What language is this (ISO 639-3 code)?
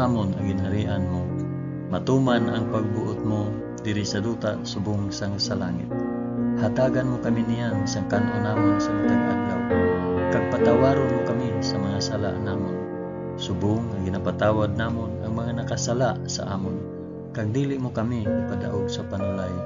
hil